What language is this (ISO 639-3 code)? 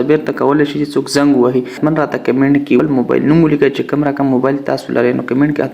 pus